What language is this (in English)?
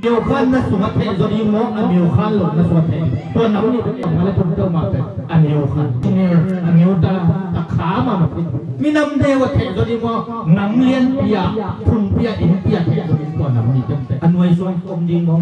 Tedim Chin